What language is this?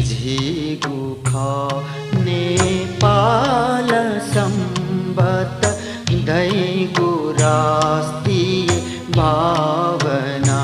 Newari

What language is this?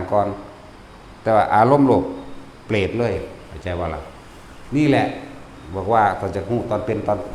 Northeastern Thai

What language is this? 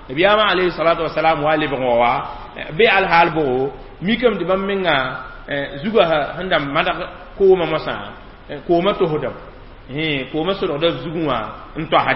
Mossi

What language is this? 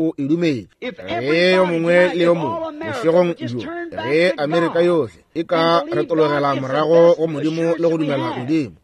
Northern Sotho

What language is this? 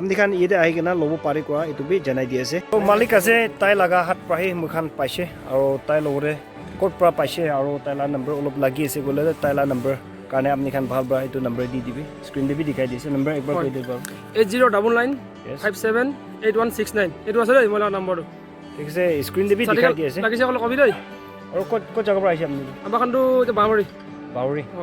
Naga Pidgin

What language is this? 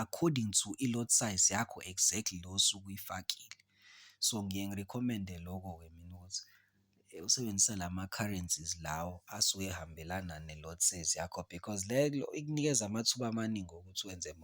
Zulu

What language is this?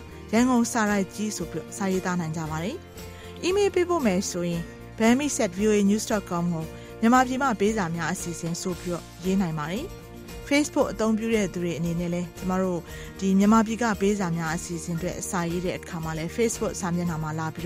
Burmese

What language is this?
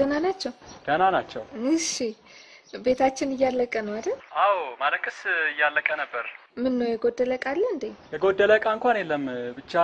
Amharic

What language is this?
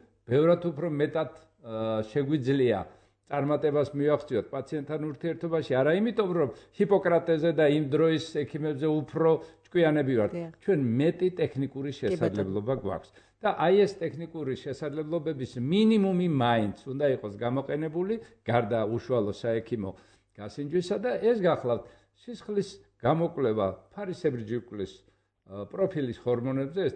Georgian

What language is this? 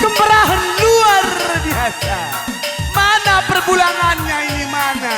Batak Karo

